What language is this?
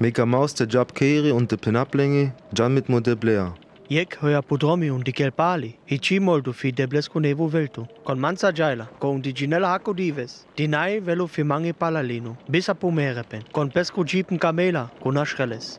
Sinte Romani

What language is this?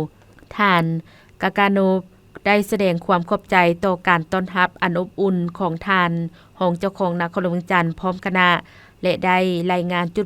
Lao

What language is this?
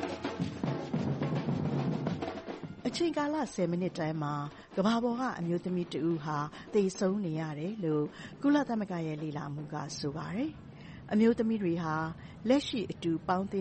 Burmese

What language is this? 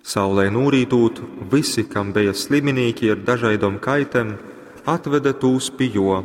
Latgalian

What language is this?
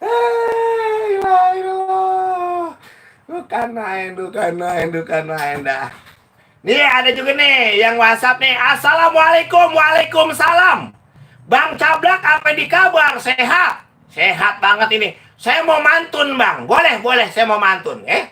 Betawi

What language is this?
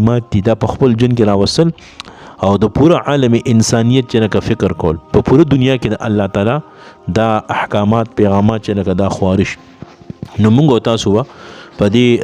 Pashto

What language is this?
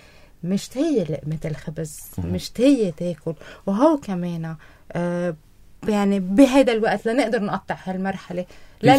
North Levantine Arabic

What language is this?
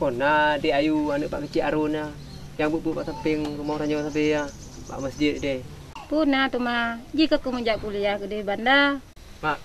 Achinese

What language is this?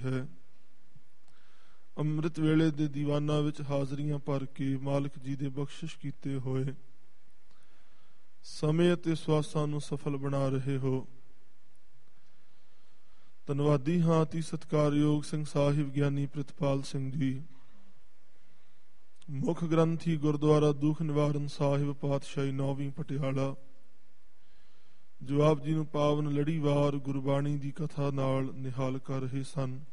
Punjabi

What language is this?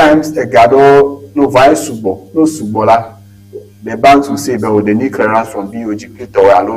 Ewe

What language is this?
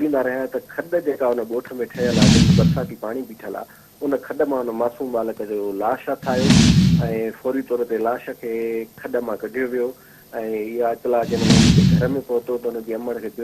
Sindhi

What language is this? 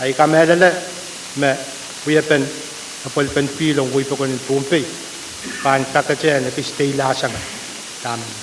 Pohnpeian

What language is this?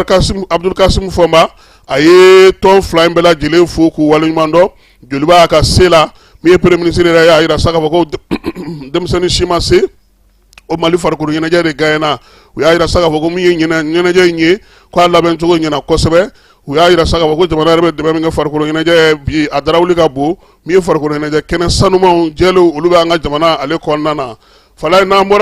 Bambara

